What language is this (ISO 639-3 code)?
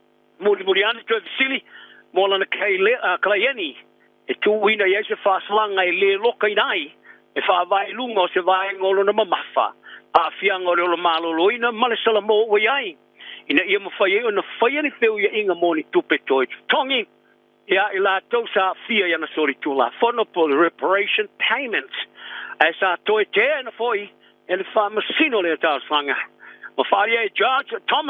smo